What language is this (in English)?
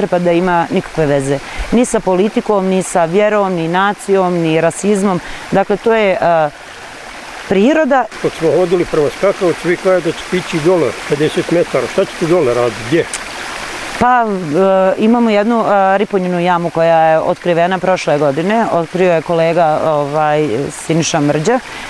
Bosnian